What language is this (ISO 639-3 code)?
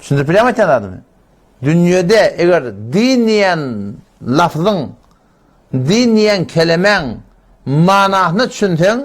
tuk